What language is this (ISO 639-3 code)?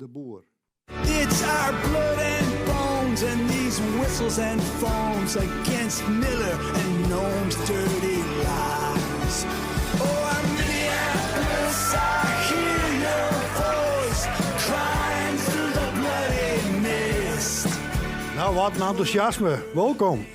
fry